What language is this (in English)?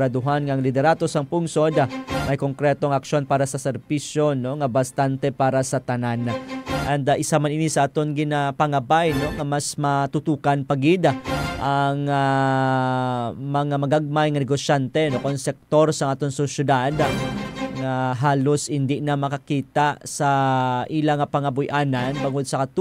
Hiligaynon